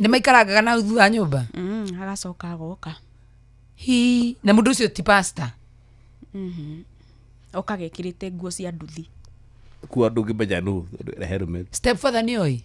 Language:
Kikuyu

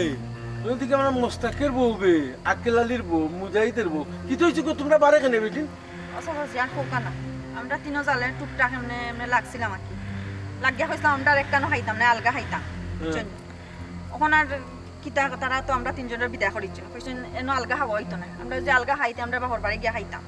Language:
Sylheti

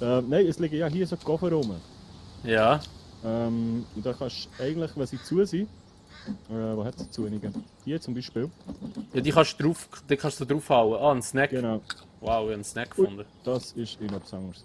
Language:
Swiss German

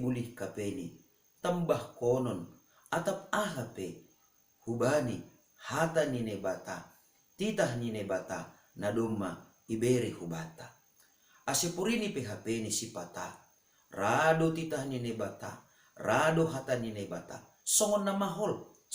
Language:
Batak Simalungun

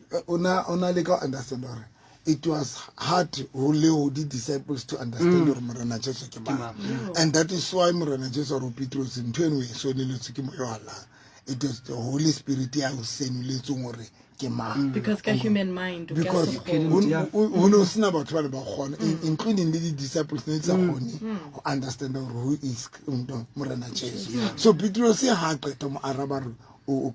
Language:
Southern Sotho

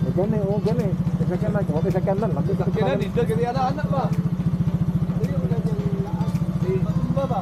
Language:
Filipino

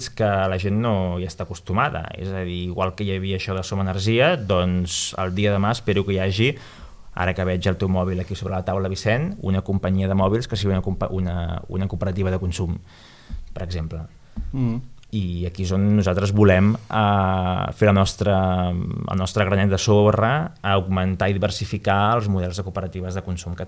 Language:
Catalan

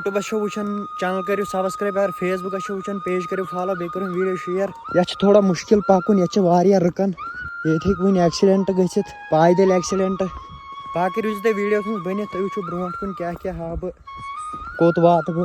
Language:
Kashmiri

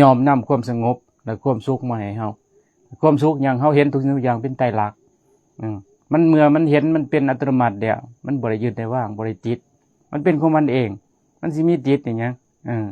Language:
Lao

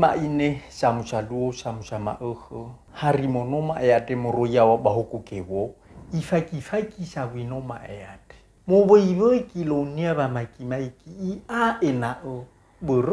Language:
Nias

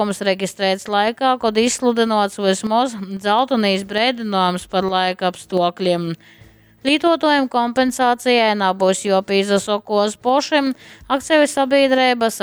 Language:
Latgalian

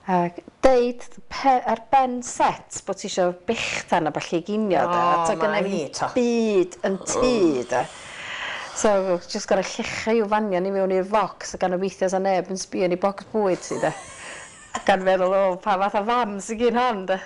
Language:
Welsh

